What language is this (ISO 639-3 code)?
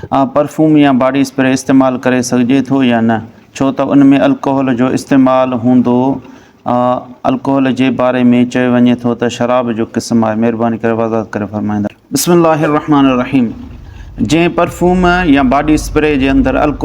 snd